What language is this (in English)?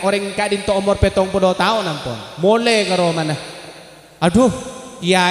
Madurese